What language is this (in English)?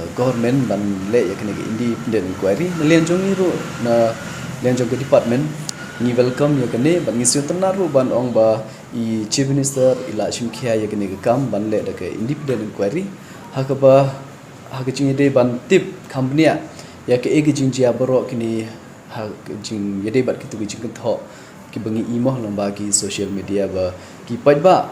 Khasi